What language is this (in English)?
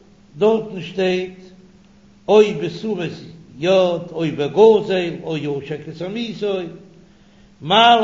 Yiddish